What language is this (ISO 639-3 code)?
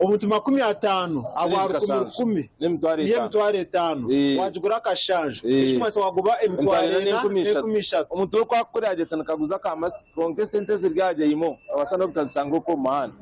nyn